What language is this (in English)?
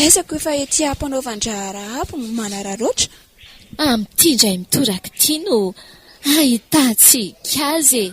Malagasy